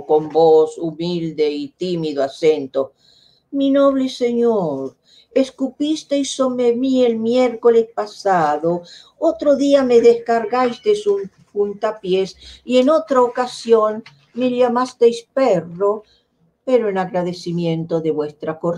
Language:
Ladino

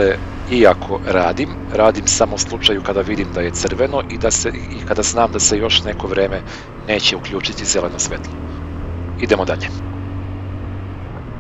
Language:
Serbian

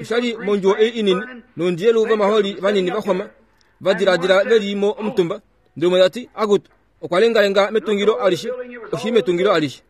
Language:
Kuanyama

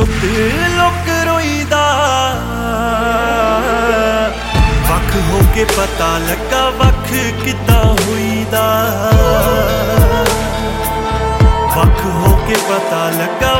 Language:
Punjabi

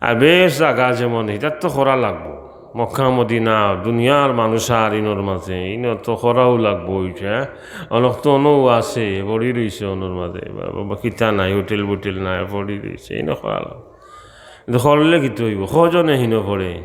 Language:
Sylheti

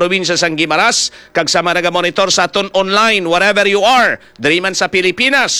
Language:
Hiligaynon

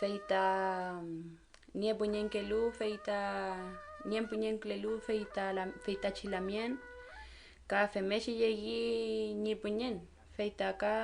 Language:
Mapuche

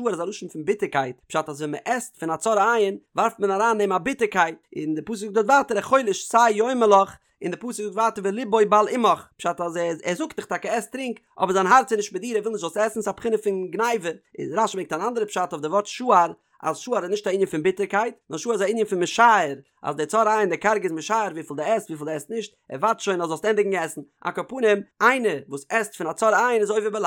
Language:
Yiddish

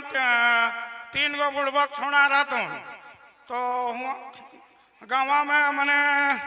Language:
Sadri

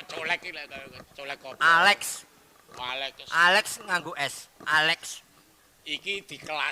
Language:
Javanese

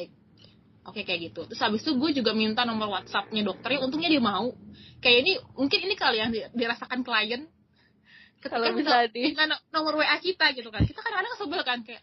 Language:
Indonesian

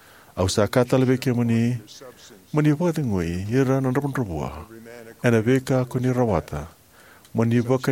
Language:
Fijian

